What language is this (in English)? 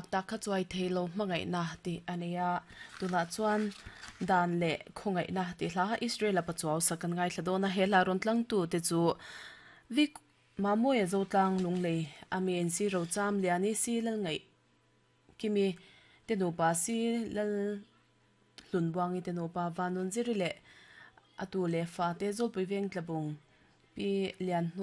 Mizo